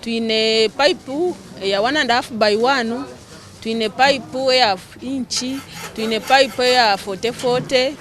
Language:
Nyankole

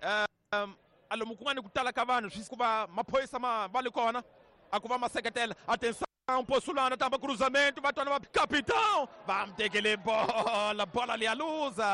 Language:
Tsonga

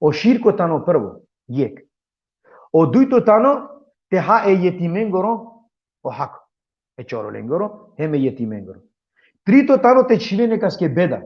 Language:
Balkan Romani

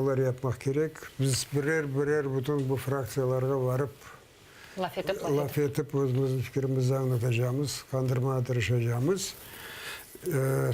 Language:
Crimean Tatar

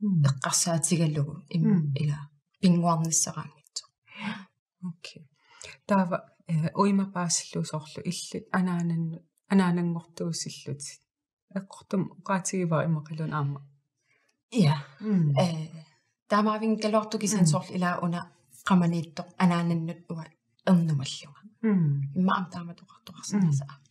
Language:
Kalaallisut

